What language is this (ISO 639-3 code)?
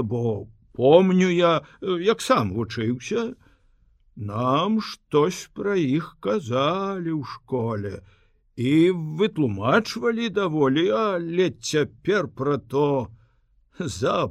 bel